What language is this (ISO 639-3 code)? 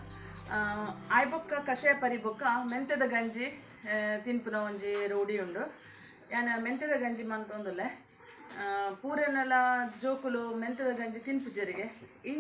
tcy